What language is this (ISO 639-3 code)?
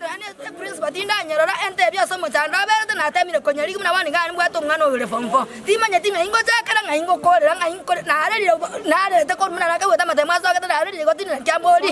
guz